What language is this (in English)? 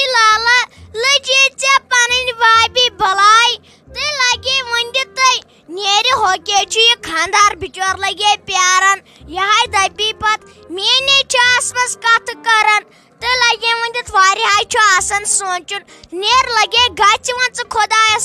Kashmiri